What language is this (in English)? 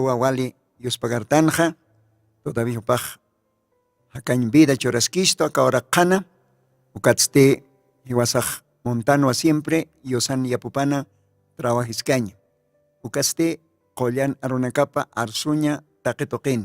Aymara